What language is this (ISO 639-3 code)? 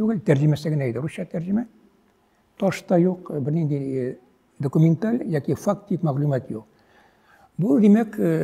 tat